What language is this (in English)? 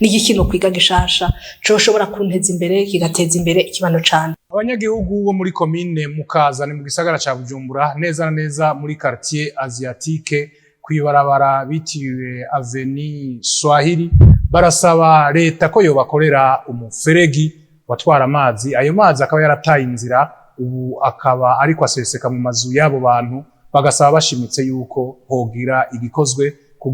Rundi